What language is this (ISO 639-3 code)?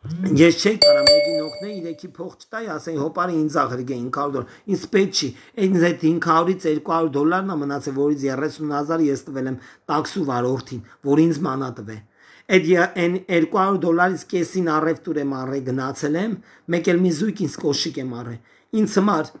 hye